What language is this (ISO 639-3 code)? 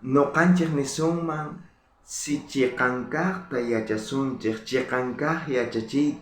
quh